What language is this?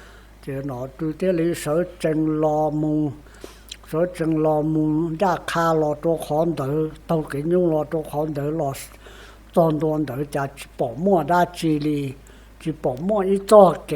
Hmong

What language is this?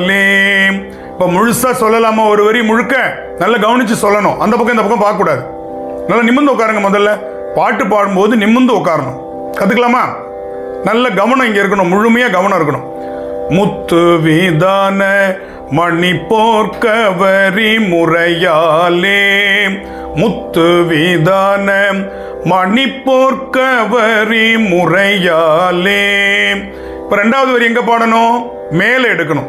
Tamil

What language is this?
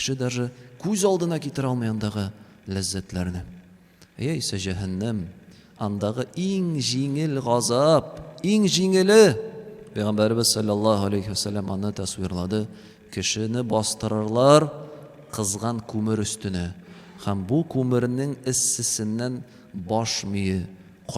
Tatar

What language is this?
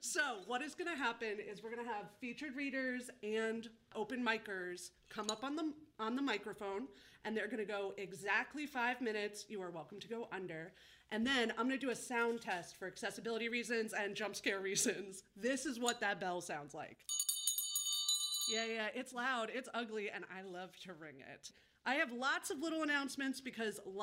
English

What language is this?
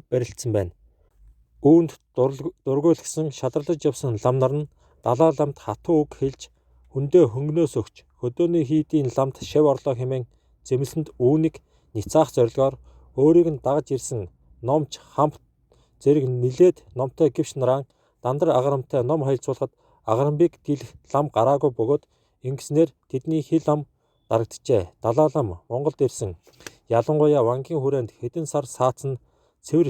Mongolian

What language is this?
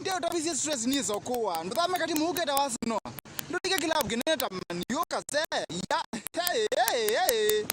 Kamba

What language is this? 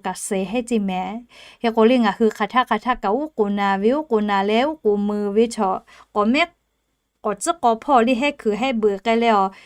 Lahu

